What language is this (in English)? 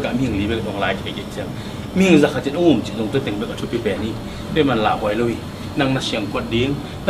Tedim Chin